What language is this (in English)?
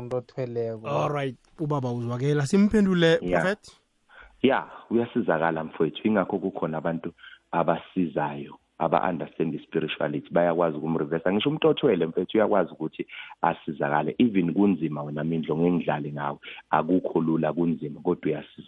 Zulu